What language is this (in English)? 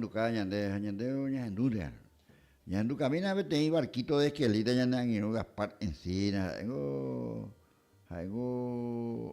Guarani